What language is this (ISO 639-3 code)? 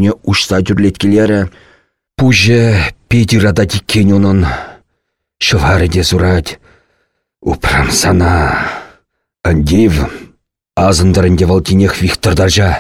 chv